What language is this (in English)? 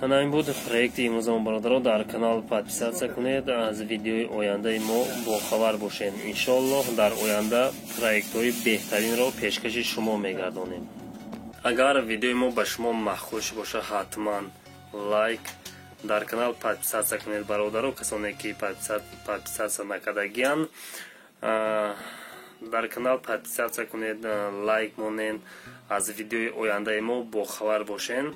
Tajik